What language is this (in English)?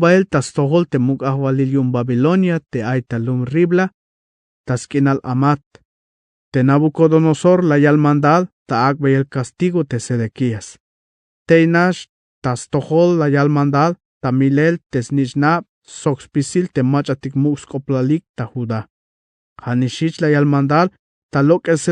Tzeltal